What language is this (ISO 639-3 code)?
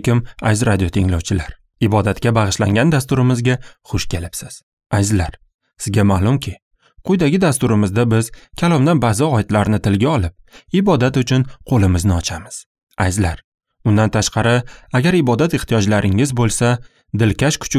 uzb